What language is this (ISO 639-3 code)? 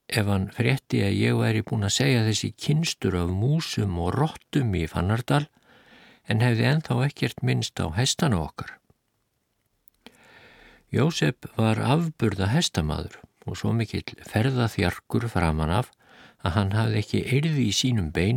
isl